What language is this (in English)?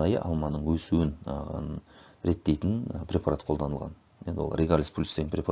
Kazakh